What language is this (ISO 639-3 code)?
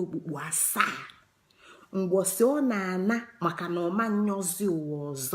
ibo